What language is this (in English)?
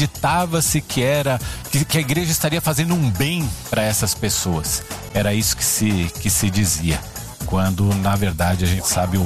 Portuguese